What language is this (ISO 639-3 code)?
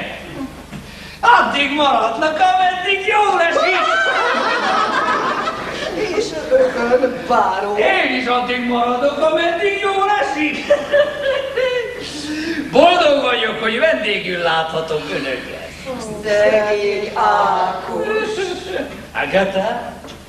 hun